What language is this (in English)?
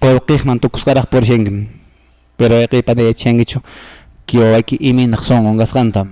Quechua